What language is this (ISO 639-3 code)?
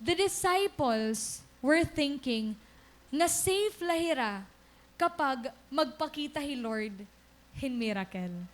war